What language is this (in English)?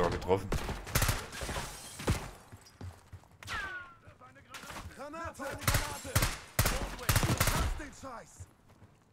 German